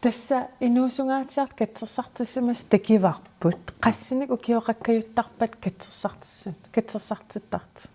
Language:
Kalaallisut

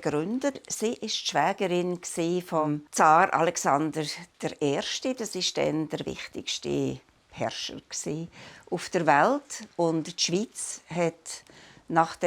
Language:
Swiss German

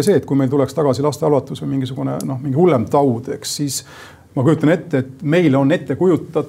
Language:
Estonian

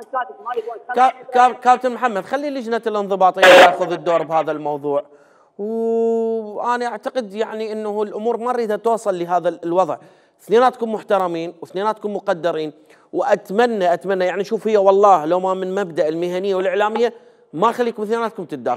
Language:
Mesopotamian Arabic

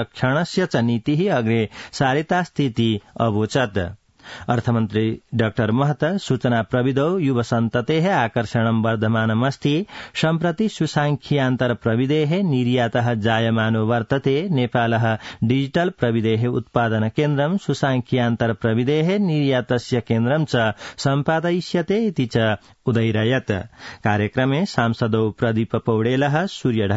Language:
Sanskrit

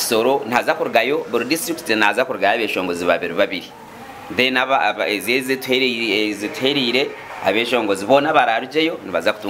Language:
Nyankole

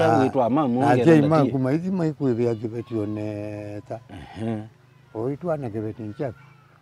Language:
Kamba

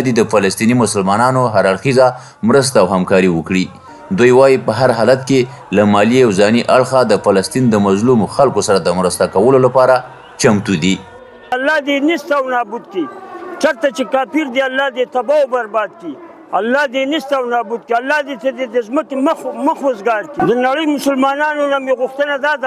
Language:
Pashto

